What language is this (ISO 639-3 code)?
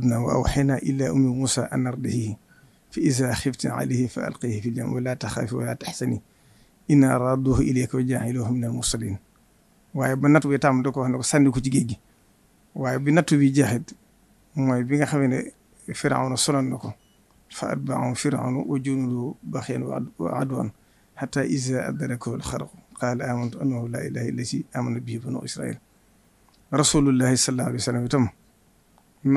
wol